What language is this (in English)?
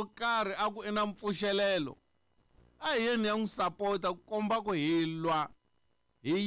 Tsonga